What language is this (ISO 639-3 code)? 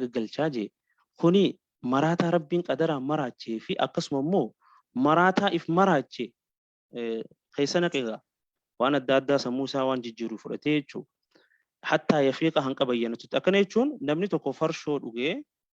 orm